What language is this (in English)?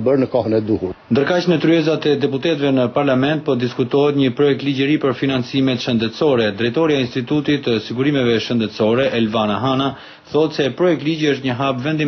Albanian